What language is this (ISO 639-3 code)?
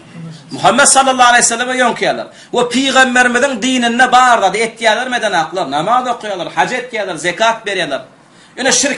tuk